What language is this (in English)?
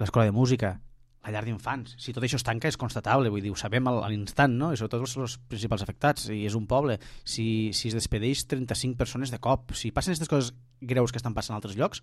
Catalan